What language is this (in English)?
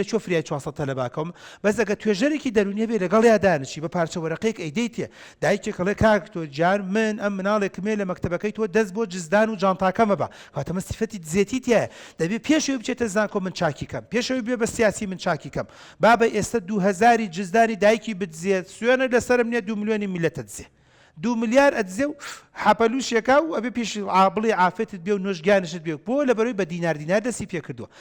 Central Kurdish